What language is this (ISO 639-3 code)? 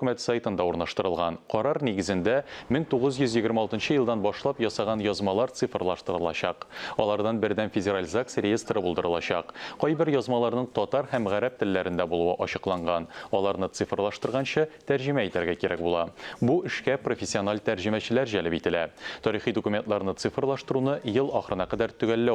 tat